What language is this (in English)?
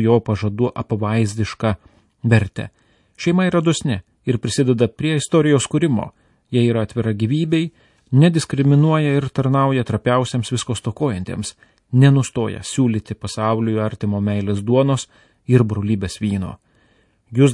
Lithuanian